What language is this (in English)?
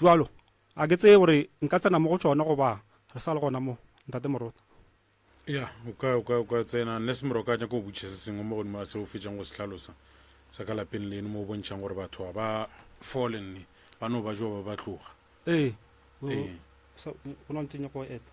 Northern Sotho